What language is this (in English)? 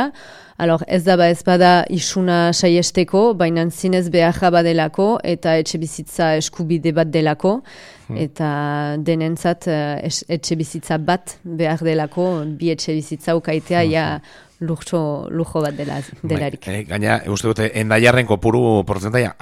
Basque